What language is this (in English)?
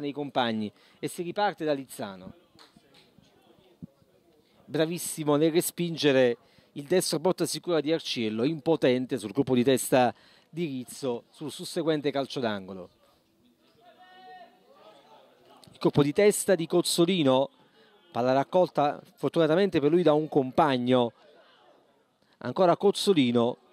Italian